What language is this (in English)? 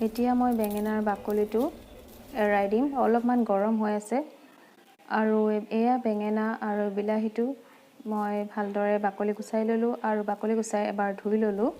Assamese